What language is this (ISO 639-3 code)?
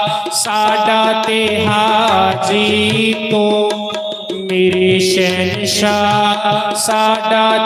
doi